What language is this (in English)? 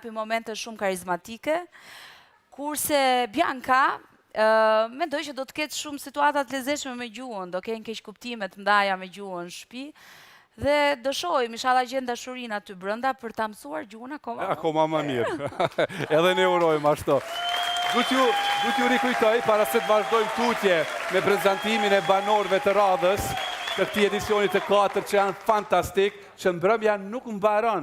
Albanian